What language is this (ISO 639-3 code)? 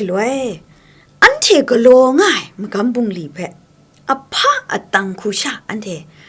kac